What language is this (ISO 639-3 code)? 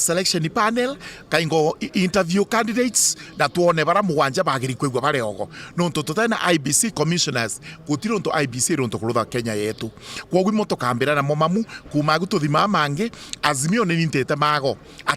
mer